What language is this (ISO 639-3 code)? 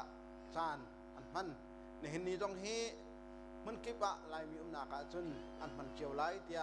cnh